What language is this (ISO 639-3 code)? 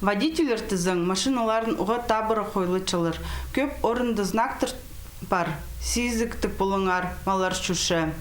kjh